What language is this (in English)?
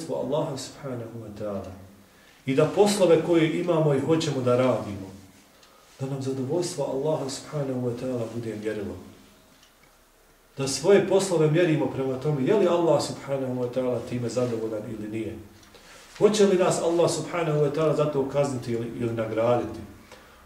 Bosnian